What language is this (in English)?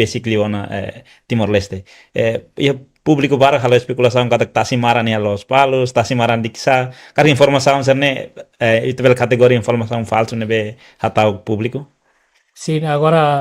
Tetum